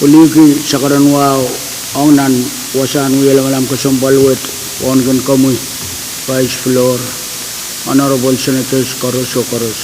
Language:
Pohnpeian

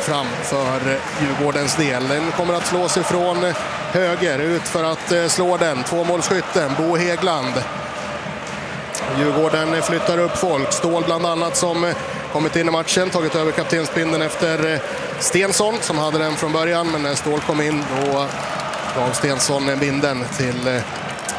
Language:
Swedish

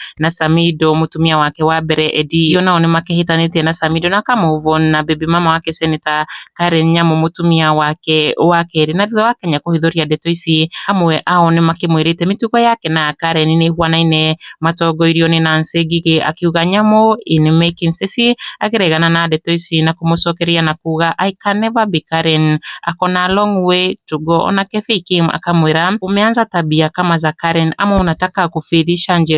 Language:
Kikuyu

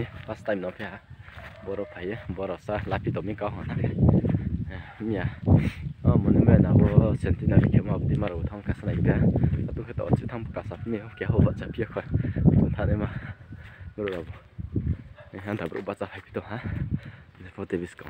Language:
Riang (India)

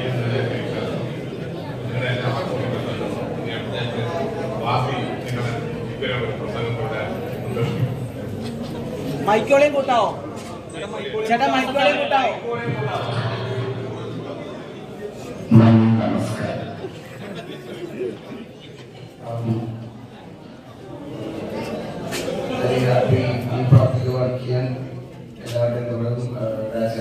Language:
Malayalam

